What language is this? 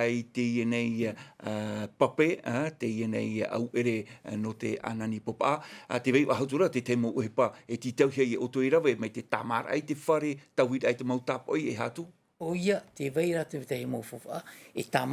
Tahitian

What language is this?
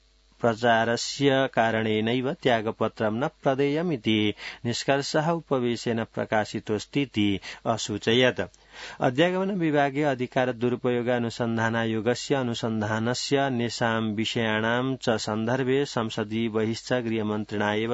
Sanskrit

